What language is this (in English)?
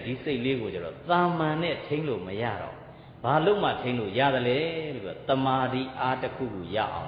Burmese